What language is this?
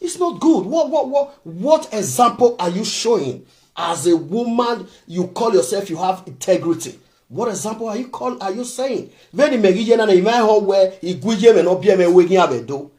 Nigerian Pidgin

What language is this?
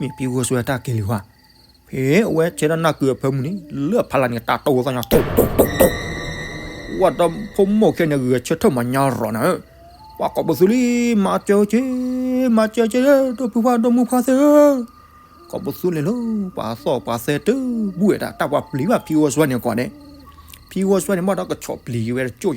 S'gaw Karen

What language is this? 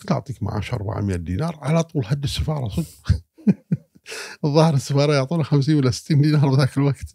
Gulf Arabic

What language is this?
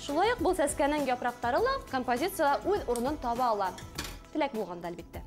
Bashkir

